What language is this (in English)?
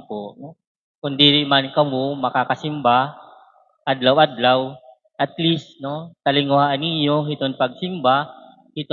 Waray